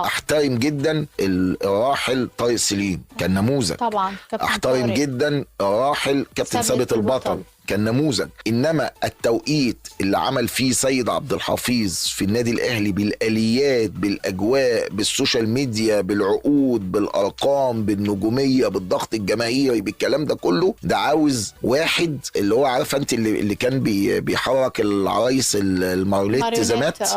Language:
Egyptian Arabic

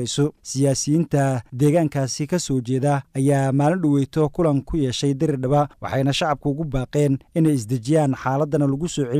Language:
Somali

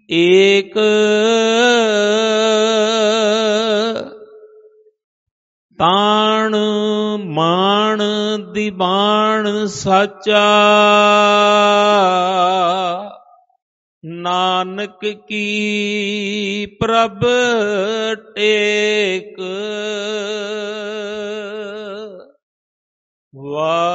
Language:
Punjabi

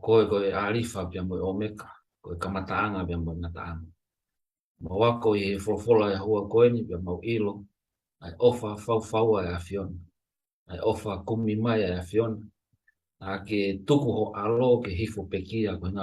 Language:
Tongan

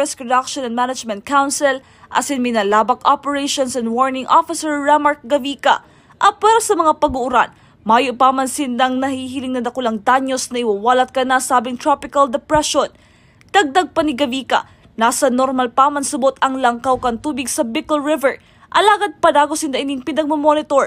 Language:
Bikol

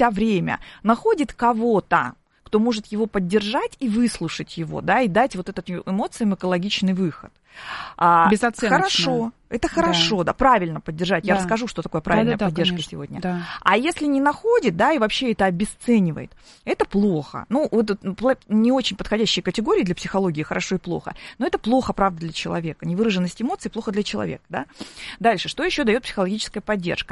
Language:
Russian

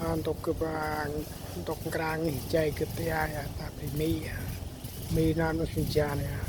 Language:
Central Mnong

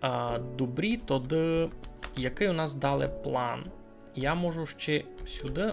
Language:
Rusyn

